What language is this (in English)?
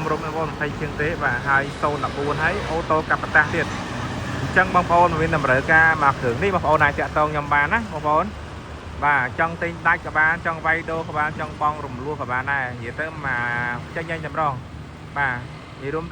Khmer